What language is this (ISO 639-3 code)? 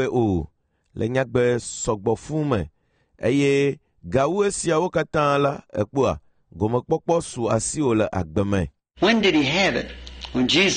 ewe